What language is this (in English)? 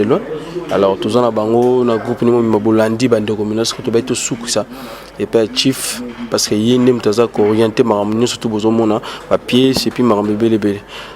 Lingala